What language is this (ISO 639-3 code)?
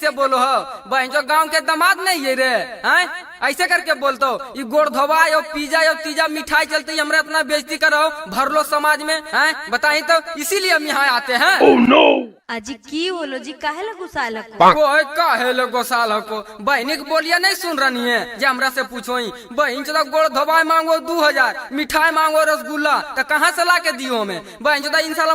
mag